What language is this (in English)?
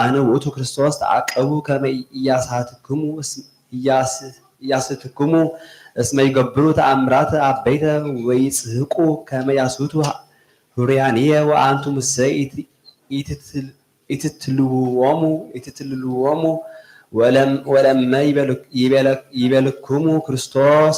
Geez